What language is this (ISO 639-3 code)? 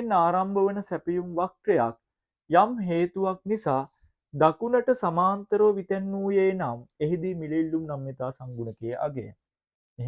sin